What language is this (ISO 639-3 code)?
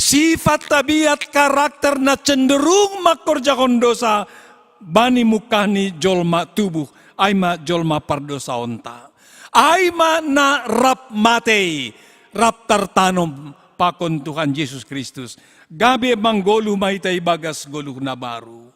bts